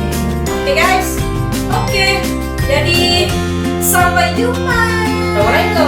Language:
Betawi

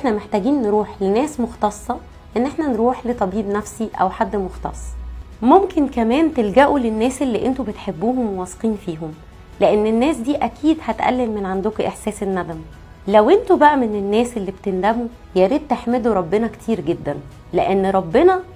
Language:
Egyptian Arabic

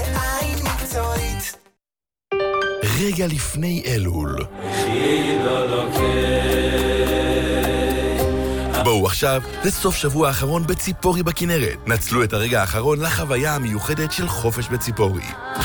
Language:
Hebrew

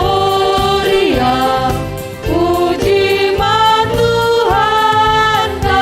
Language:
Batak Simalungun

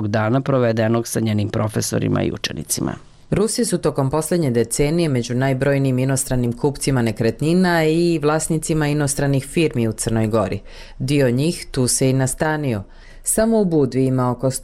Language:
Serbian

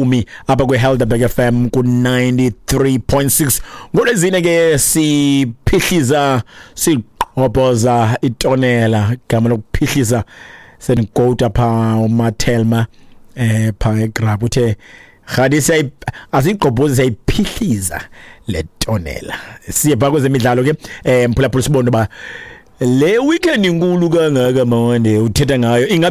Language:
Xhosa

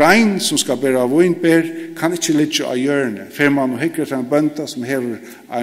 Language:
Faroese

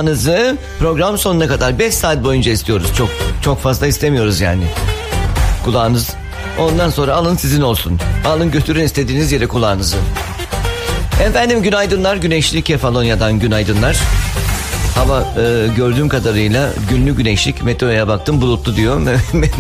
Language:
Turkish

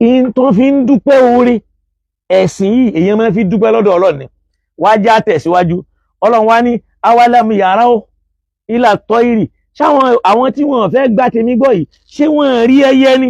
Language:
Yoruba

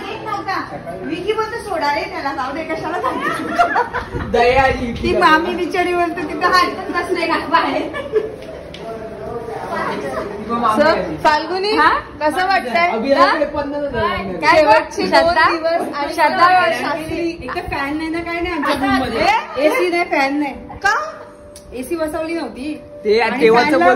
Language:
Marathi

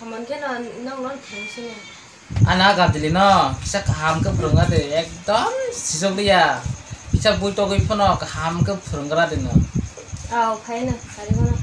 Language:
Kok Borok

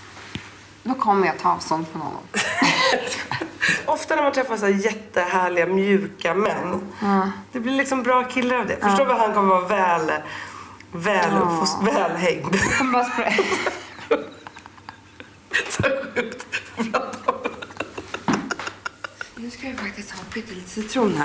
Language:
Swedish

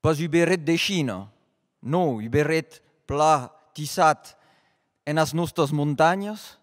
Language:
Occitan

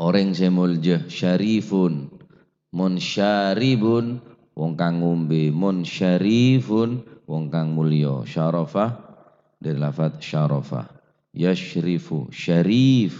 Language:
Madurese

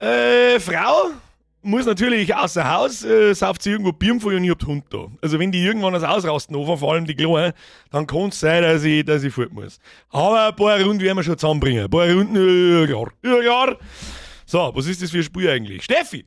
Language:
Bavarian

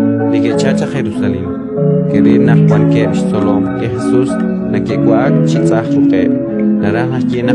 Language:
Kekchí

